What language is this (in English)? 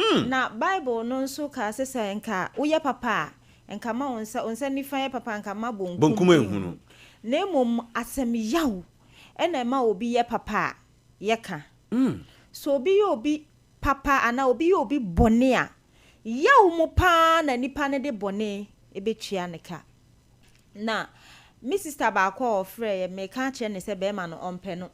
Akan